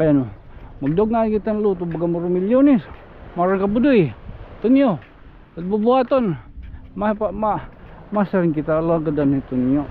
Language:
Waray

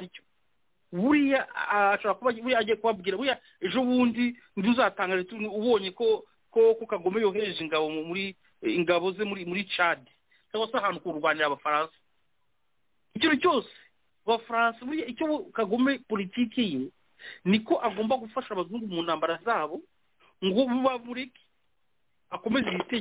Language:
Kinyarwanda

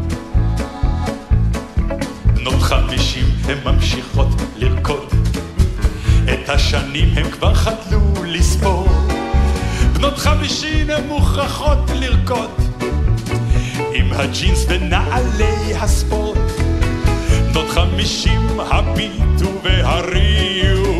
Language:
Hebrew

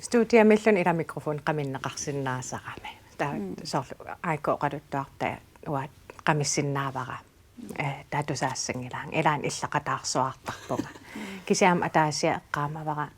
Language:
Kalaallisut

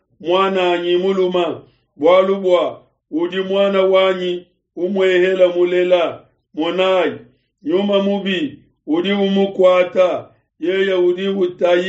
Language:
Luba-Lulua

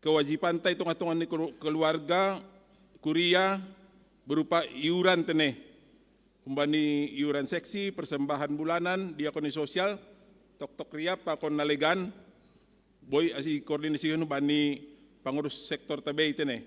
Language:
Batak Simalungun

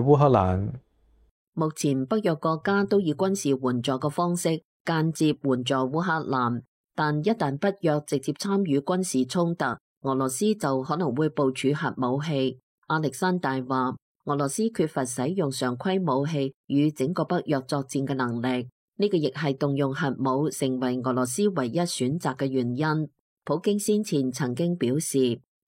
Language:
Cantonese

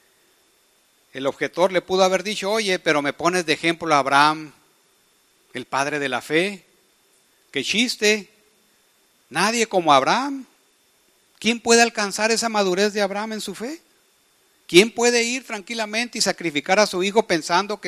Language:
Spanish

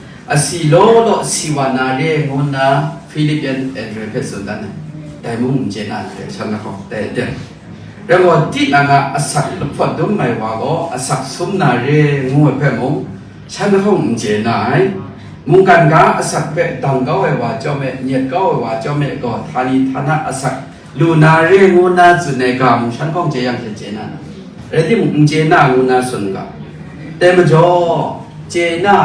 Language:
Kachin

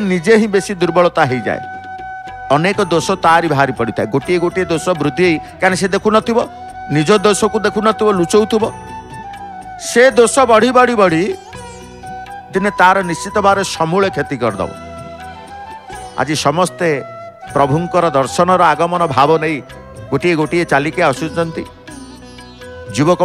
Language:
Odia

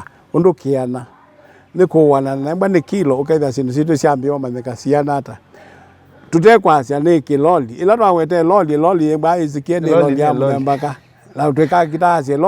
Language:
Kamba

